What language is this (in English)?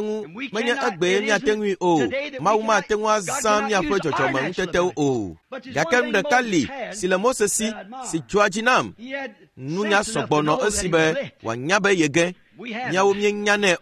Ewe